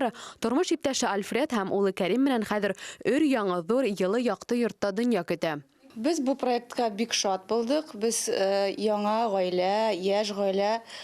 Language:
Bashkir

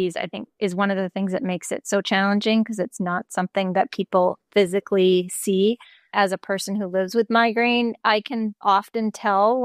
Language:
English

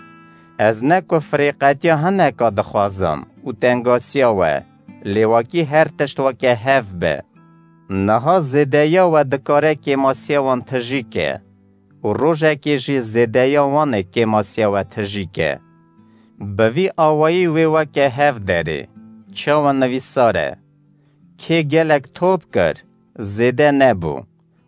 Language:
Kurdish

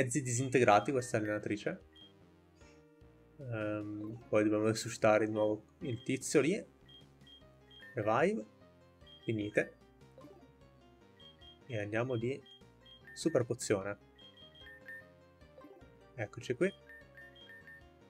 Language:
Italian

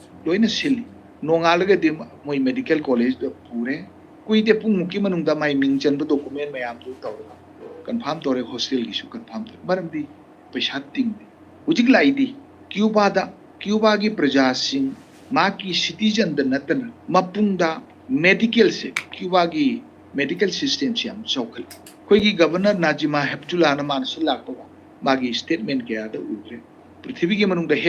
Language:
Manipuri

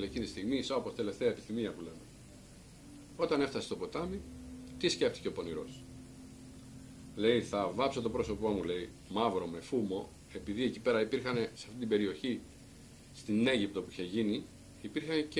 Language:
Greek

